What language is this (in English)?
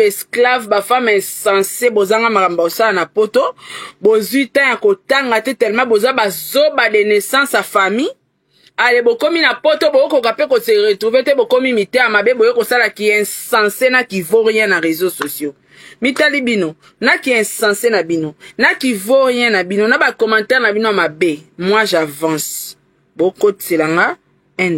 Lingala